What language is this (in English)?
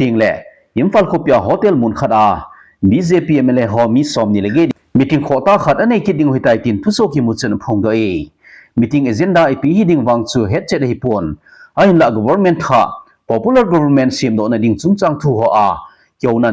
Thado Chin